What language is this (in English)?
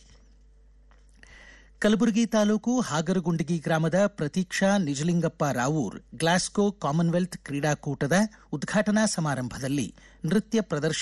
Kannada